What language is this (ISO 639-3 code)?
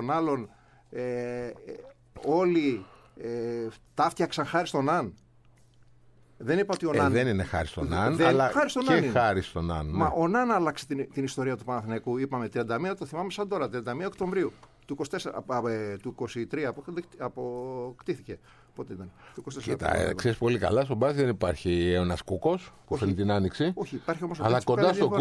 ell